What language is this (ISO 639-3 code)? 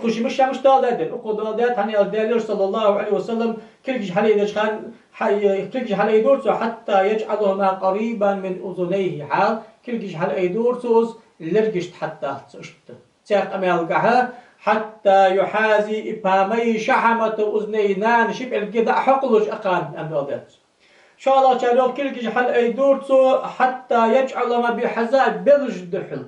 inh